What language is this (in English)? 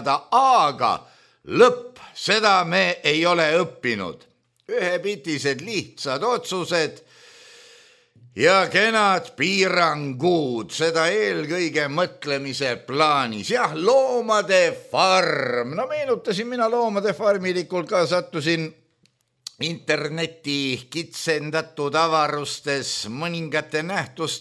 Estonian